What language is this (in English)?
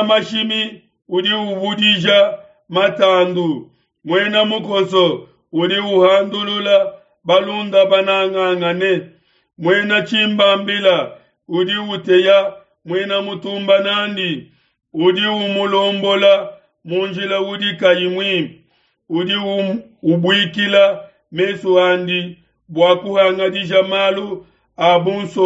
Luba-Lulua